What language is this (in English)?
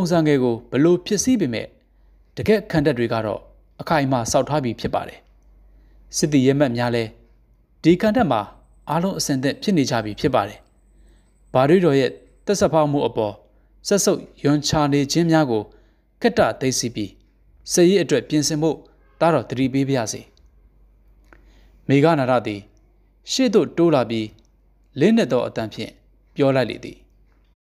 Burmese